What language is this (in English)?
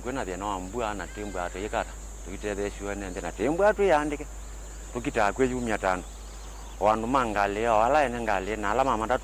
Kamba